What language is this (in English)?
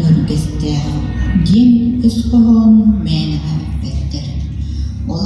Yakut